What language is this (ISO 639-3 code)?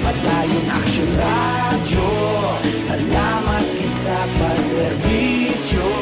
hil